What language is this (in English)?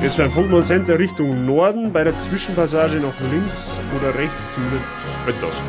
Bavarian